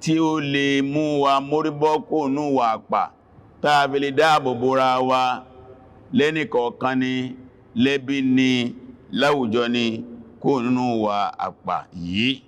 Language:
Yoruba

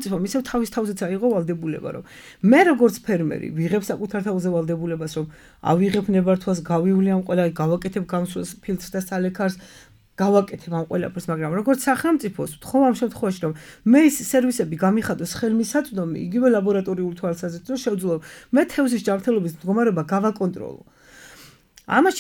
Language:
Georgian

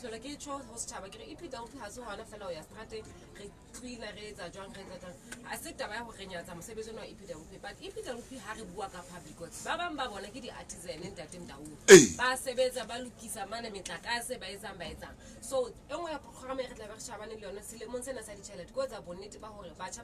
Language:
Southern Sotho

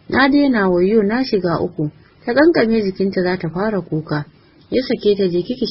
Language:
Hausa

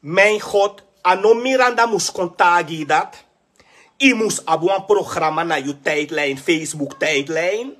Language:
Sranan Tongo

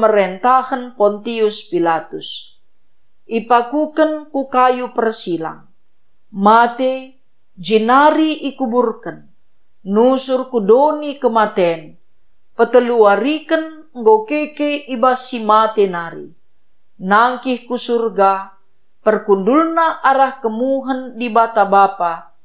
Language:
Batak Karo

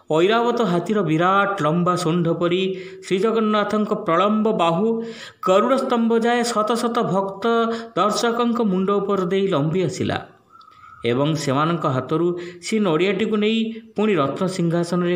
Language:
Odia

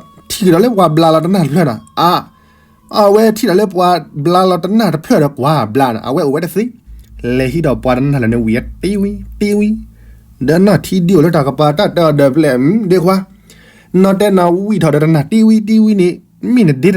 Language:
S'gaw Karen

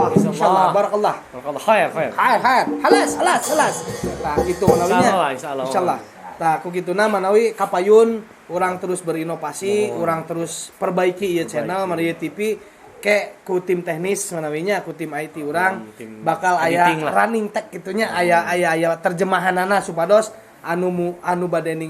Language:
Sundanese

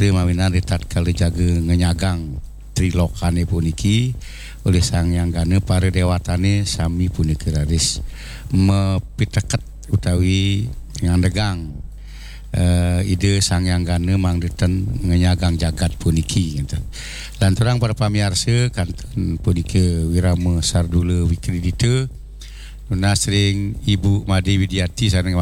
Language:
Balinese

